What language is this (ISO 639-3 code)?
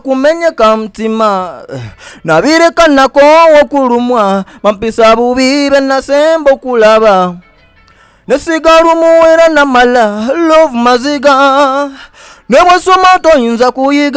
xog